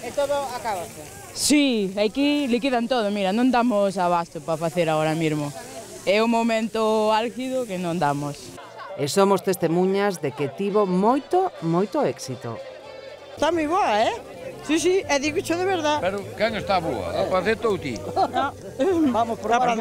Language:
Galician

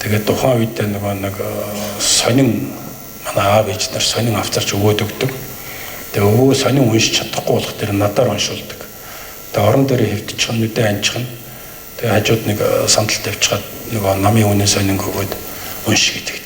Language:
Mongolian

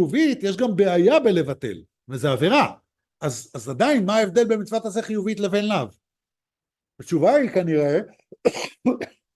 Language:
Hebrew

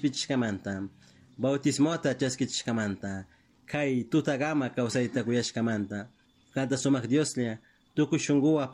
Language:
Chimborazo Highland Quichua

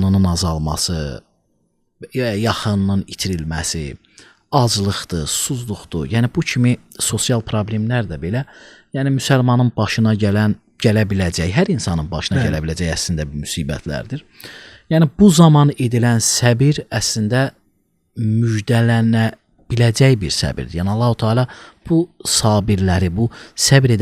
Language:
Azerbaijani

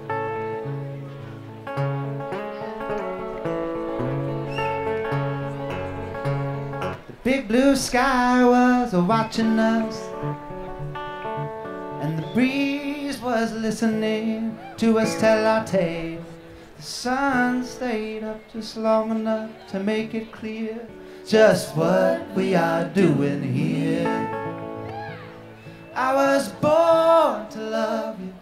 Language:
English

